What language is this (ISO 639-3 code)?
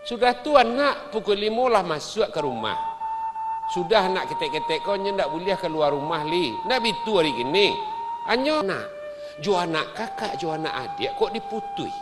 min